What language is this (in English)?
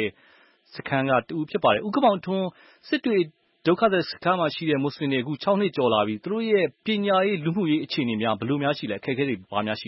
Burmese